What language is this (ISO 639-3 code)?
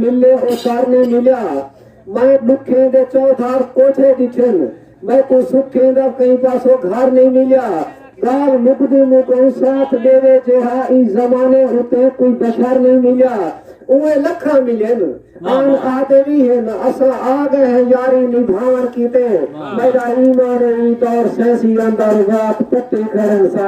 skr